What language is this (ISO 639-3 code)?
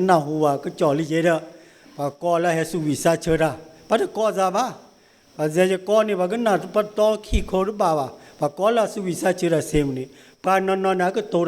ksw